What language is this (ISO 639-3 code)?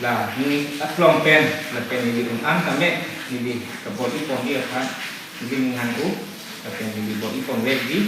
mjw